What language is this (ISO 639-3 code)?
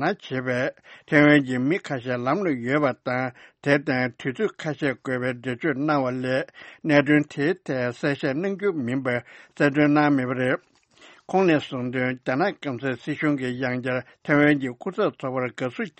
bod